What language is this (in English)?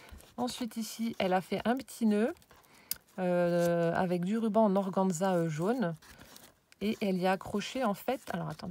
French